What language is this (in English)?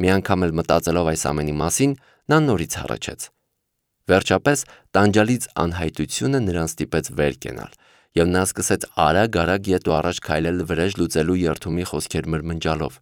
Armenian